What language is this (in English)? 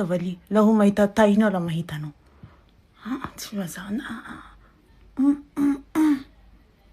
Malagasy